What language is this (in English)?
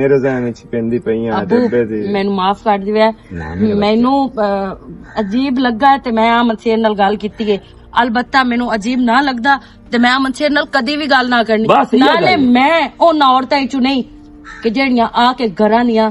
Western Panjabi